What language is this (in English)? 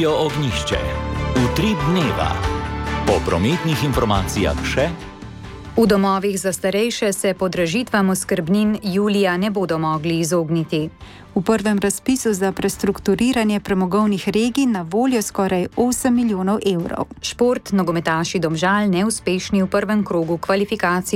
Slovenian